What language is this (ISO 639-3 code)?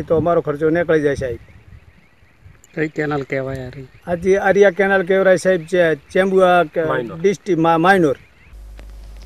guj